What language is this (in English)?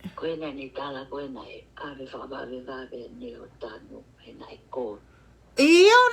Tongan